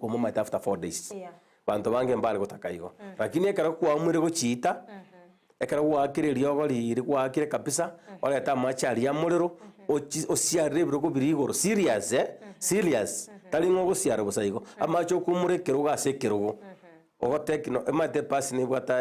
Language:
Gusii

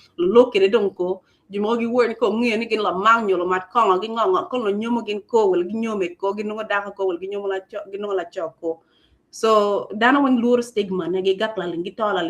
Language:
Acoli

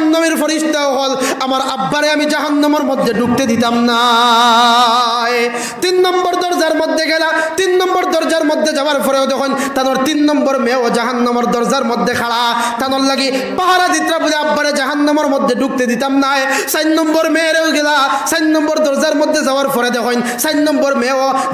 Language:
Sylheti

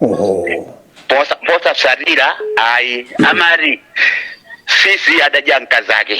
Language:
Nyanja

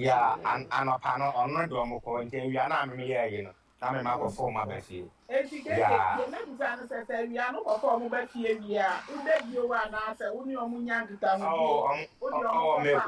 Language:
Akan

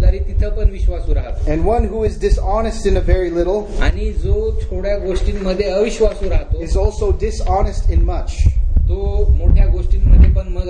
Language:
Marathi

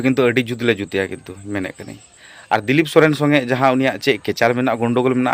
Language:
Santali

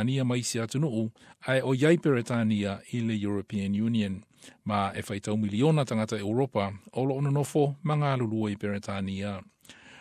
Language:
Samoan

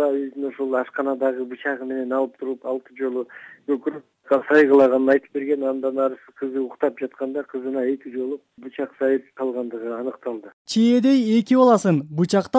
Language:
Kyrgyz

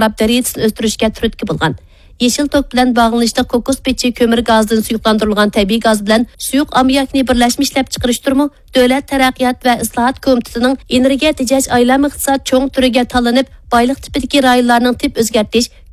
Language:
Uyghur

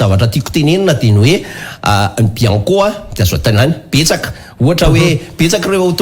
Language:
Malagasy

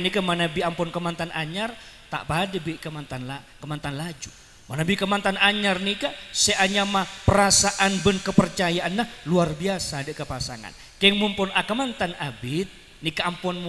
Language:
Madurese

